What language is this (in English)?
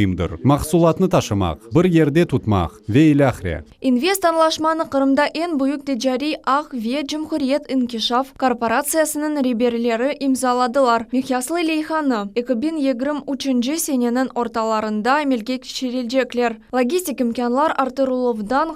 Crimean Tatar